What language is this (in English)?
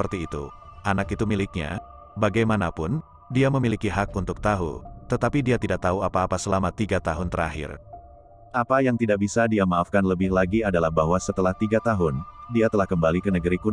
Indonesian